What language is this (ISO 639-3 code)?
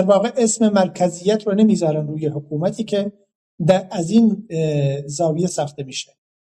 fas